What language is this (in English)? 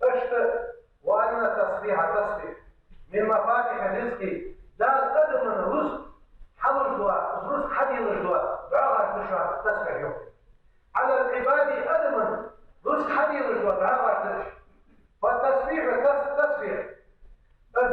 Ingush